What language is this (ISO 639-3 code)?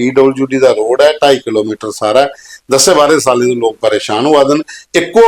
doi